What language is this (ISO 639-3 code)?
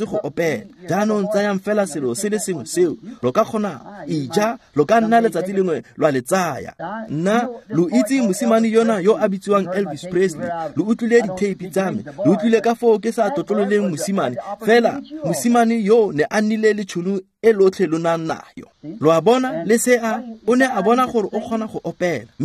tsn